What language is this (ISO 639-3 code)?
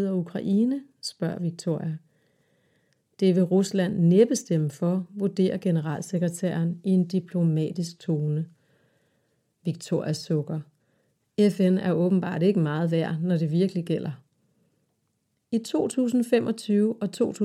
dan